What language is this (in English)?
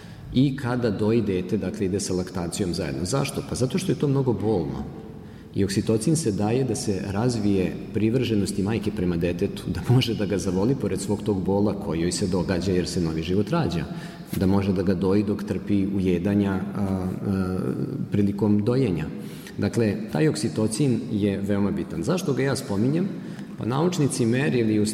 Serbian